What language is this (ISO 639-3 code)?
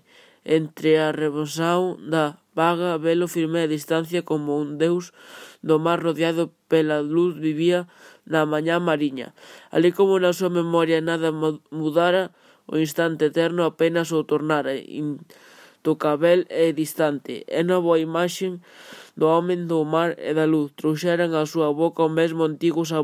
glg